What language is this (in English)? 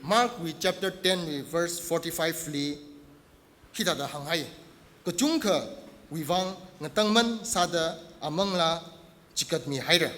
Tangkhul Naga (India)